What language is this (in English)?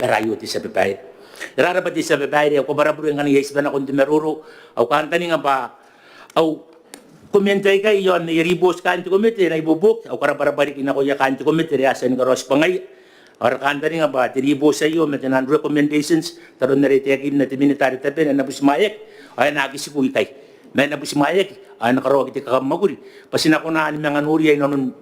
Gilbertese